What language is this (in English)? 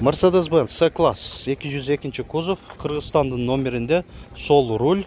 Kyrgyz